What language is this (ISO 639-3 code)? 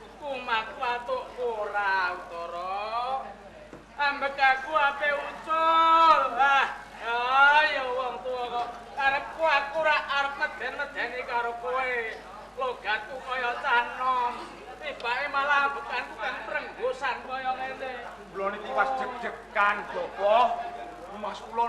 jav